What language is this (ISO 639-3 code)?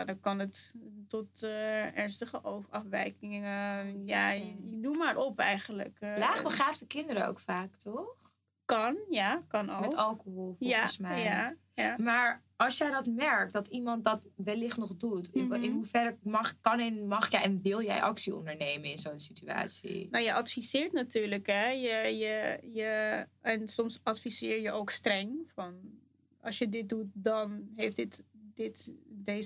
nld